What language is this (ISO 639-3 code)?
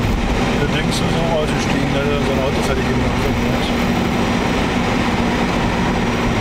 deu